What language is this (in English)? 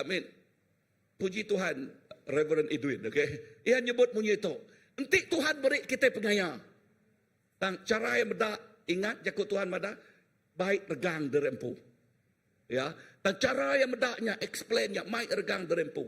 Iban